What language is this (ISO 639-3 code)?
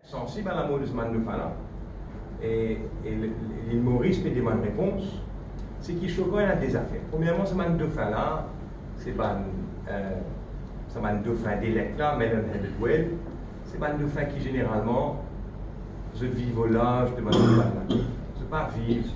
mfe